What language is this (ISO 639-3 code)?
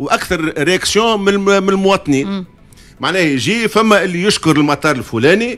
aeb